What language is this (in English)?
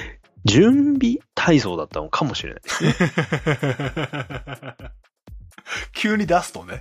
Japanese